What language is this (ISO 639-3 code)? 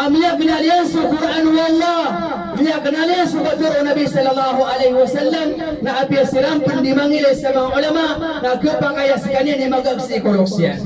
mrw